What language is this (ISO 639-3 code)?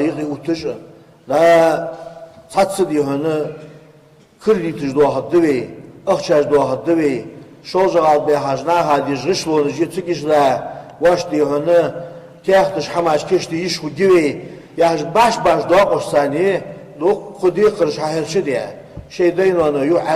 inh